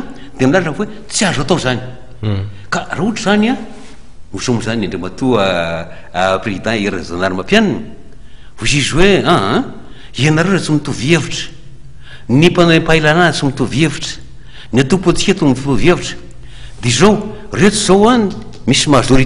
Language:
Malagasy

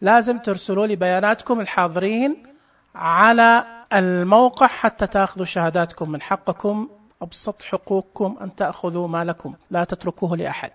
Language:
Najdi Arabic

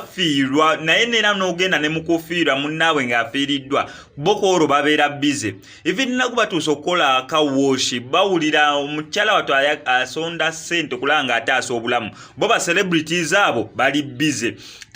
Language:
Ganda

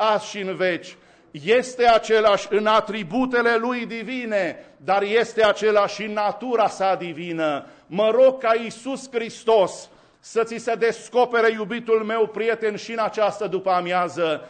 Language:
Romanian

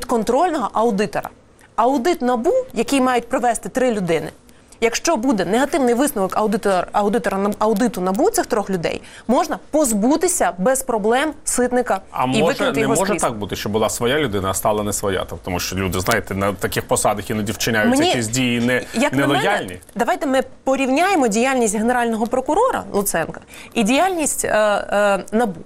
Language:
Ukrainian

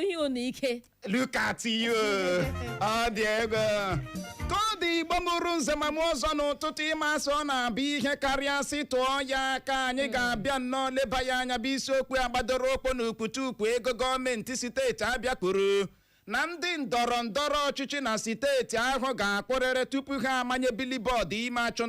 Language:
Igbo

